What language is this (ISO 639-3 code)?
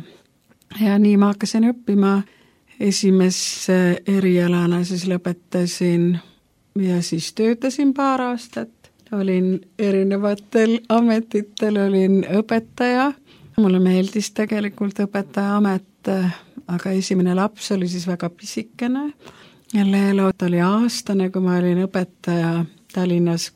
est